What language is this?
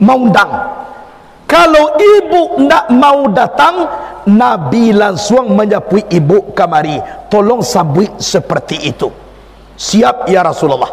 Minangkabau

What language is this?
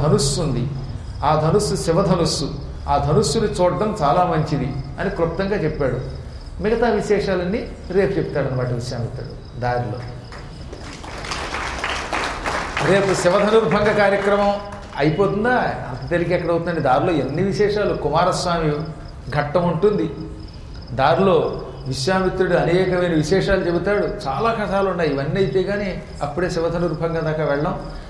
Telugu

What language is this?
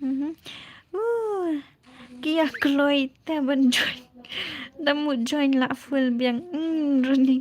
Khasi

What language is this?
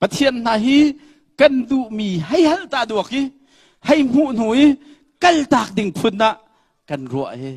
Hakha Chin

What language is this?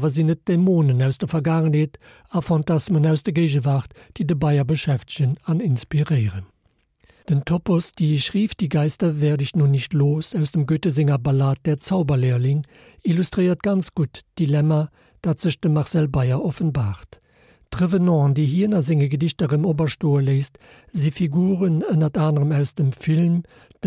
Luxembourgish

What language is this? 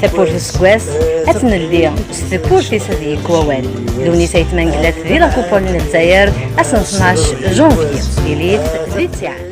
Kabyle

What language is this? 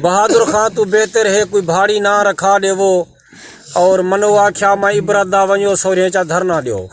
Saraiki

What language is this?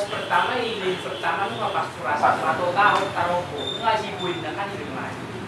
Batak Toba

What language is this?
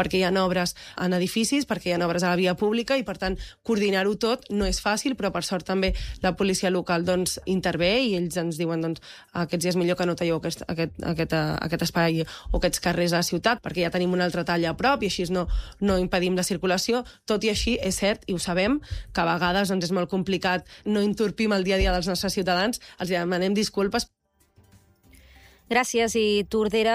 Catalan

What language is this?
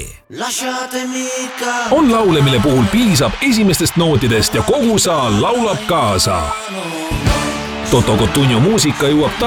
Estonian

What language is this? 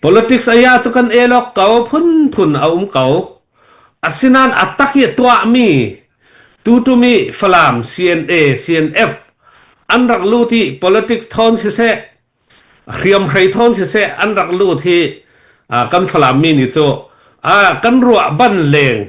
Hakha Chin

